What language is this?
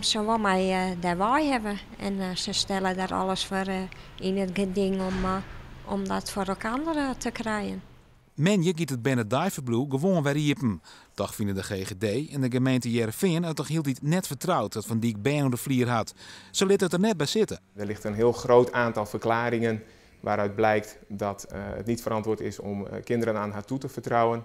Western Frisian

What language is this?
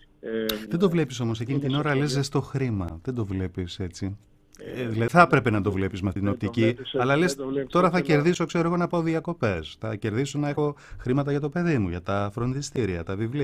Greek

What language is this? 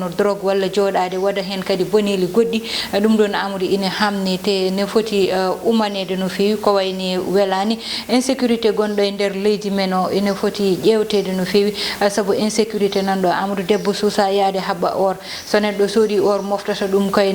Fula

